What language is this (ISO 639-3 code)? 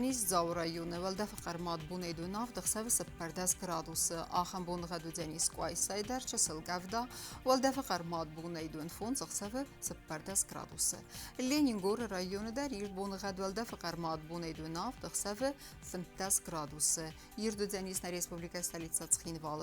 oss